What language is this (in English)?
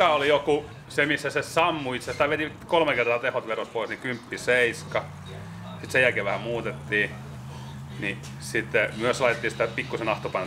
Finnish